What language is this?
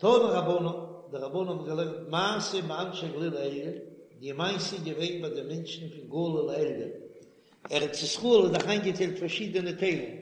Yiddish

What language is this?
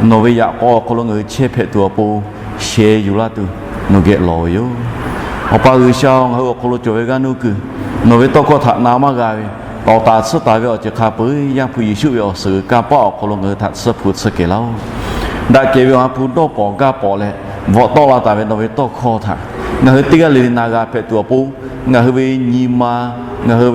Lahu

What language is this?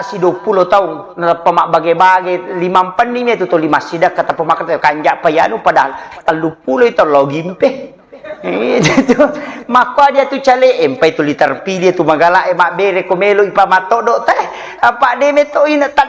Buginese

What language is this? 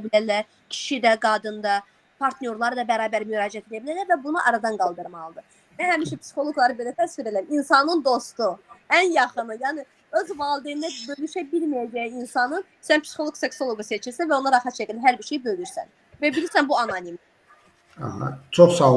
Azerbaijani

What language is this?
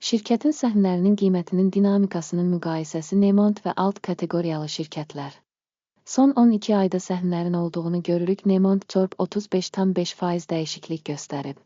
Azerbaijani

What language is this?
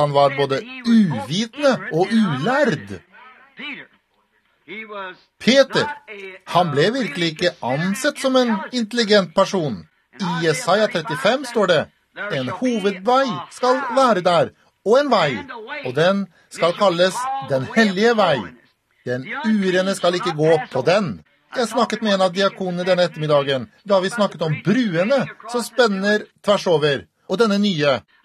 Norwegian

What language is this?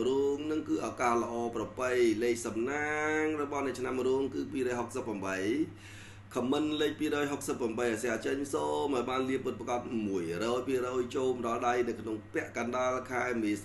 Khmer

